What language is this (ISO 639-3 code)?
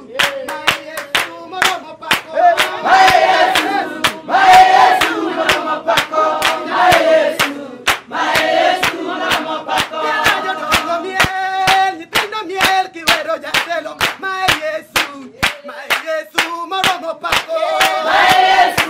luo